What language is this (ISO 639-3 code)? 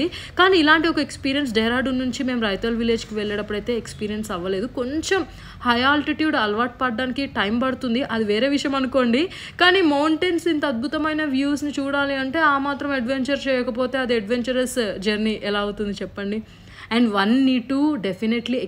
tel